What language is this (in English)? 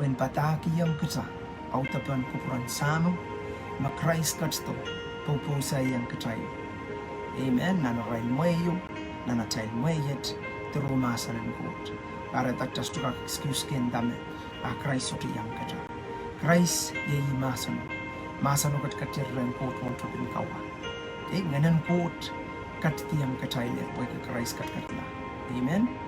Pohnpeian